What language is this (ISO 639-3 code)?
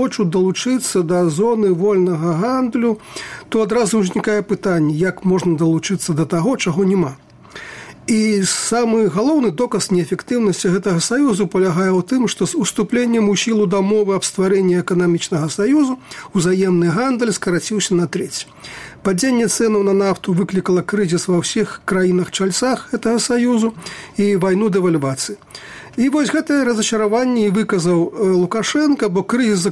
bel